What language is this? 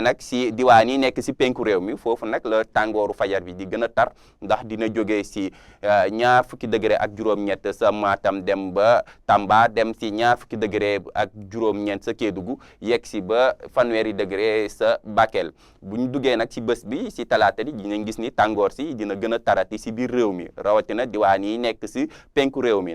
Wolof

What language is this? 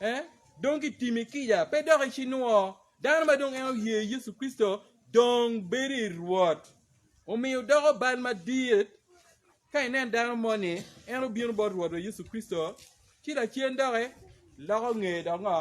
Acoli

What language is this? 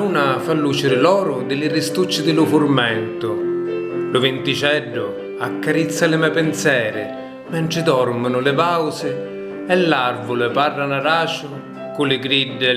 Sicilian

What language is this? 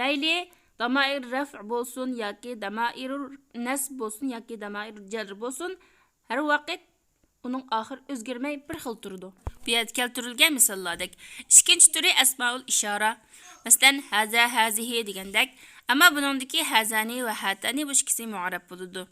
Uyghur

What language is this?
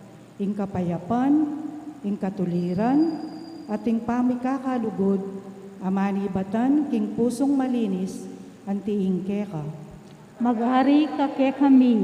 Pampanga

